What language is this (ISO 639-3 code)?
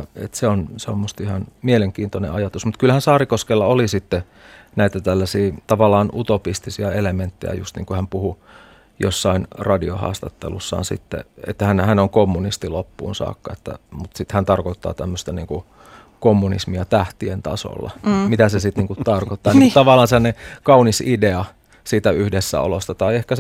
fin